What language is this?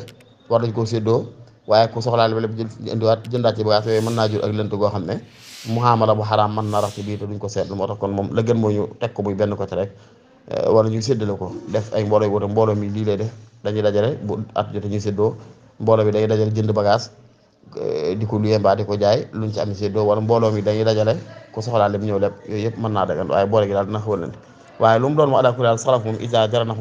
Wolof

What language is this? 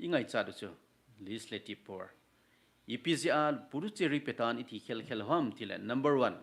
Thado Chin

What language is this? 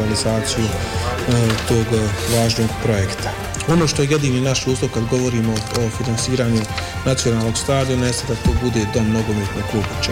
Bosnian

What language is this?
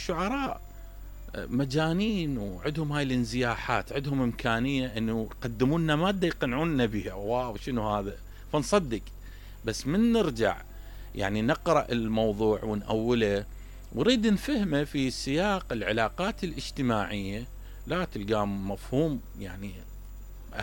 Mesopotamian Arabic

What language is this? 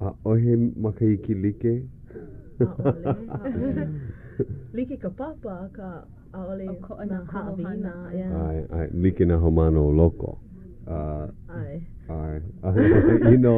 Hawaiian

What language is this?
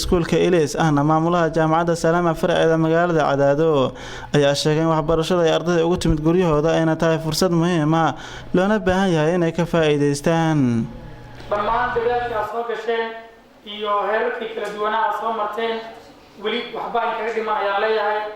Somali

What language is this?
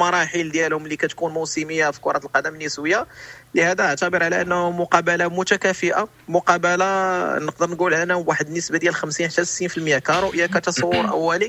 Moroccan Arabic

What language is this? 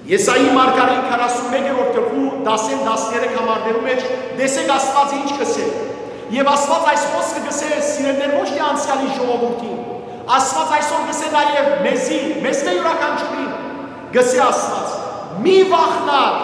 Western Armenian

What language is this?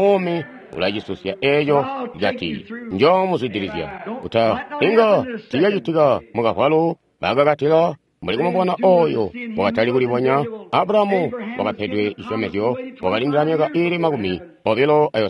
Tonga (Zambia)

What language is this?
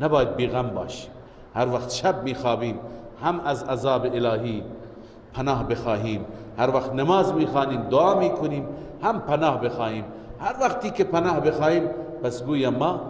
Persian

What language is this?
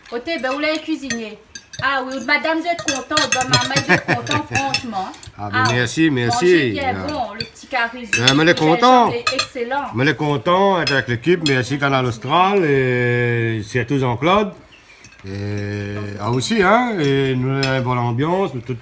Réunion Creole French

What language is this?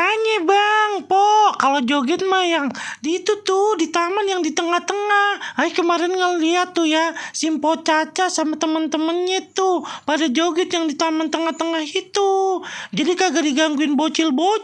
Betawi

